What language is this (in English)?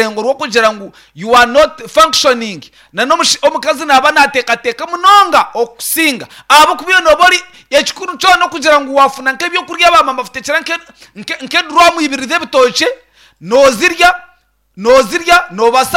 Nyankole